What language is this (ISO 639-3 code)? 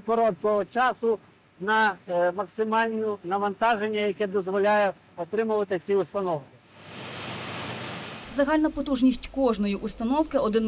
ukr